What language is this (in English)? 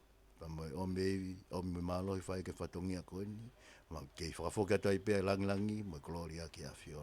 Tongan